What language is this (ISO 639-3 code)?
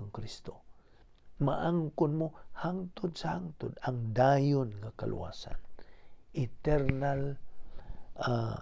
ceb